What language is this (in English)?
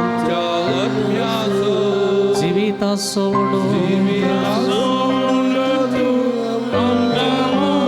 Konkani